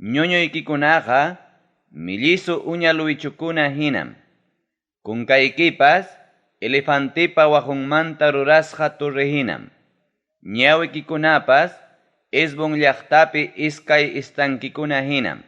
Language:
Ayacucho Quechua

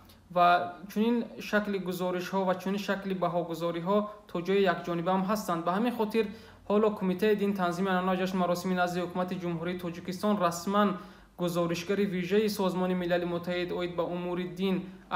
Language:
Tajik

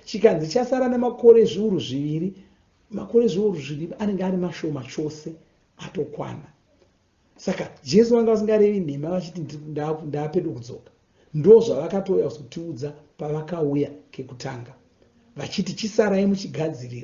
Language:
Shona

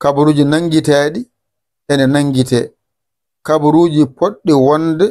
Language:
Fula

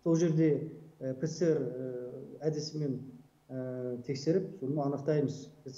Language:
Kazakh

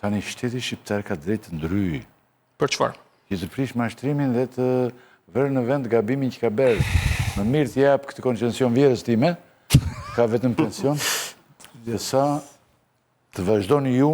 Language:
Albanian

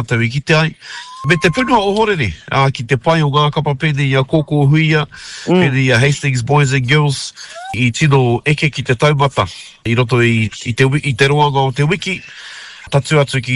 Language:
Māori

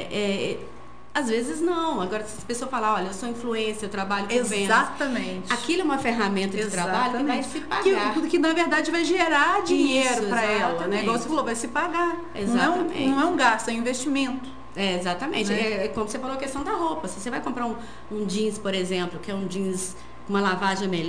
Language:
Portuguese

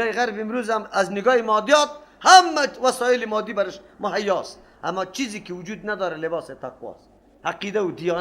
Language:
Persian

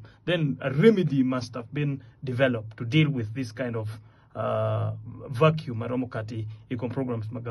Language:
Acoli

